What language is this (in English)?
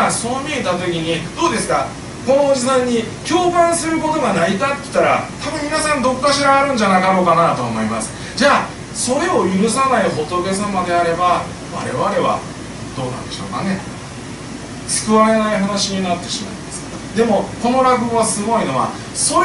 Japanese